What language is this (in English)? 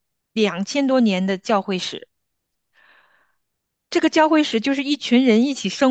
Chinese